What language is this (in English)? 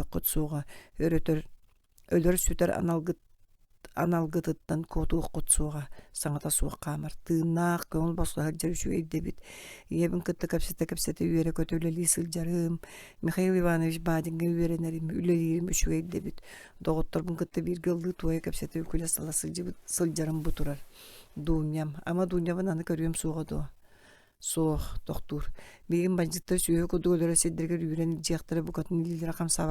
Yakut